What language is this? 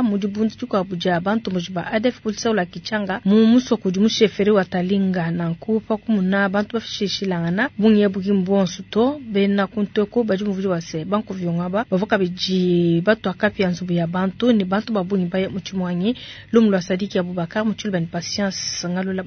Luba-Lulua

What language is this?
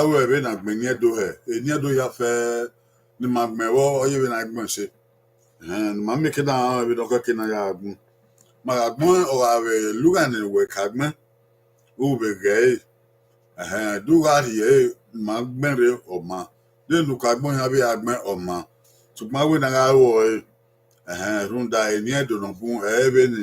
Bini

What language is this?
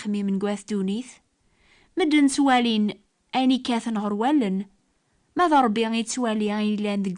Kabyle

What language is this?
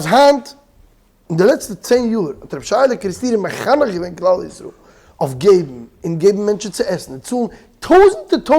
Yiddish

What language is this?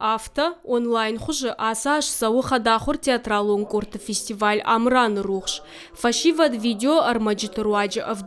Ossetic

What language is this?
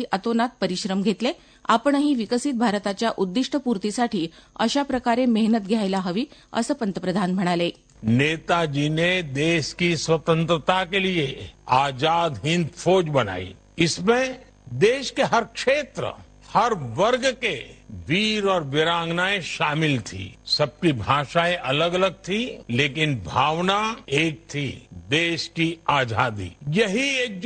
Marathi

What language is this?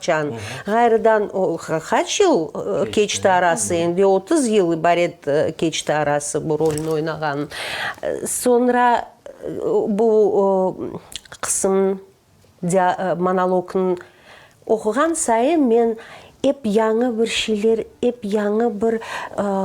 Crimean Tatar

